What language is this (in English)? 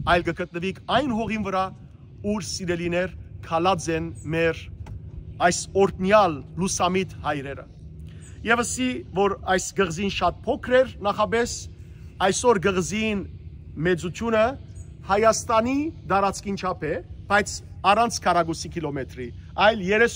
Western Armenian